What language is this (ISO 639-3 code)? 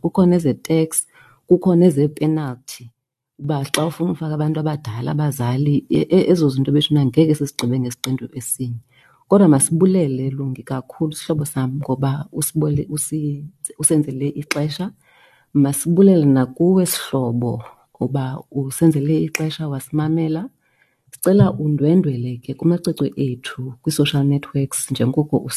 xho